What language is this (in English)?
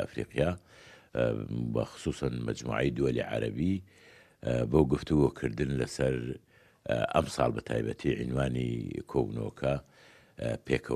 Central Kurdish